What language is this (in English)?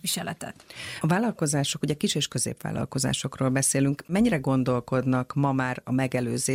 Hungarian